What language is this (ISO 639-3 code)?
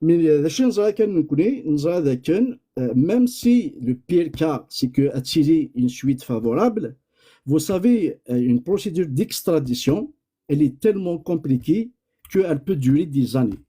kab